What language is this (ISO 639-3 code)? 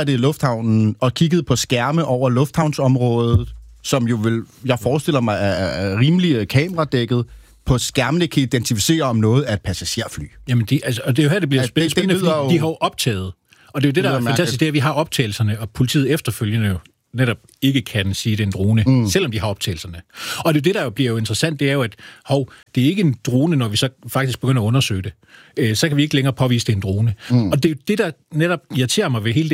dan